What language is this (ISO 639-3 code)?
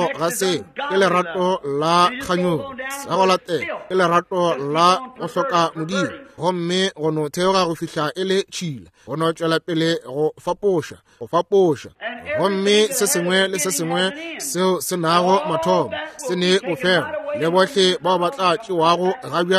nso